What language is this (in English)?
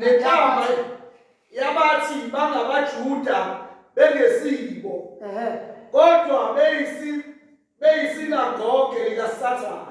Zulu